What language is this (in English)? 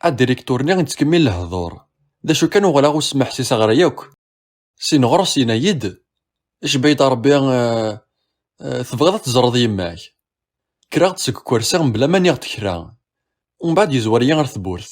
Kabyle